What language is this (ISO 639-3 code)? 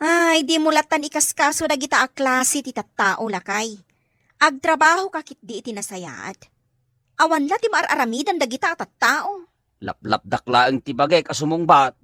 ilo